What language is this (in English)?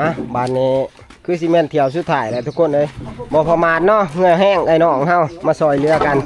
Northeastern Thai